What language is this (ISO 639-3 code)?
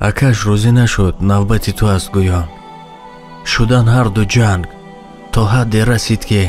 tgk